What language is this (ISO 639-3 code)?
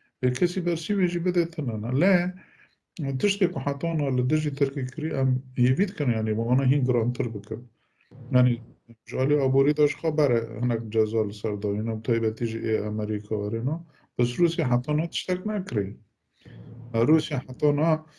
kur